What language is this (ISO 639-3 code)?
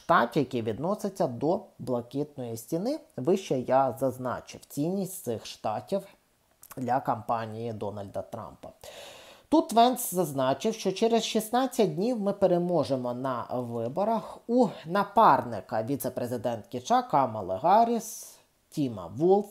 ukr